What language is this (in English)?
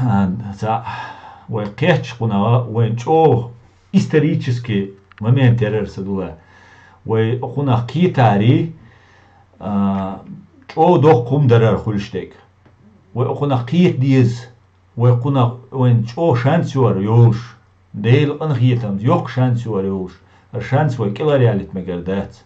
Chechen